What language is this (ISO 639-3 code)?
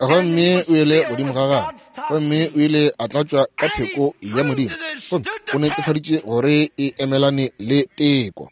nso